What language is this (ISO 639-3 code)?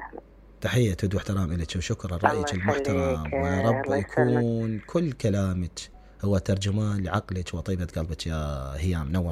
acm